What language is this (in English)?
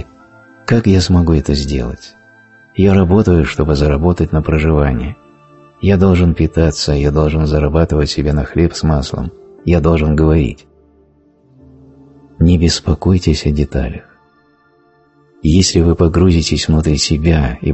Russian